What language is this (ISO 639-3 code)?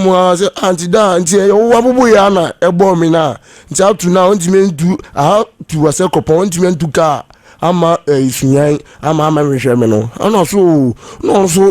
aka